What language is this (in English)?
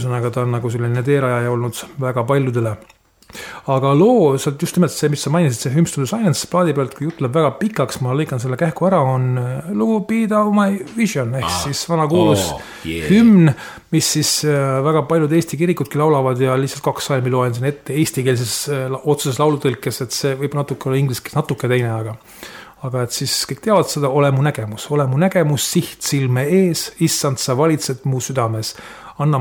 Estonian